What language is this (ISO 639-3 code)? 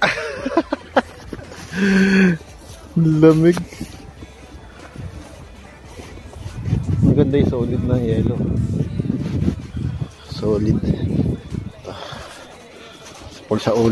fil